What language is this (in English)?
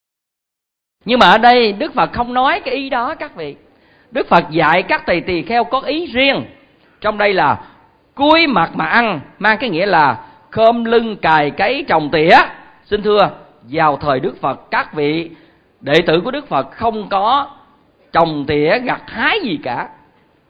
Vietnamese